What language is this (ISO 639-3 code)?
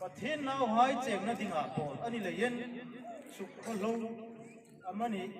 hmr